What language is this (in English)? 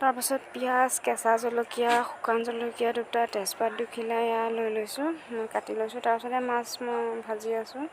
Assamese